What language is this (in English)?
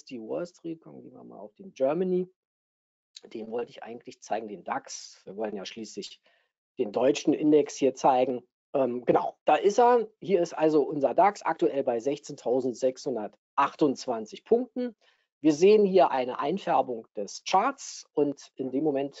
German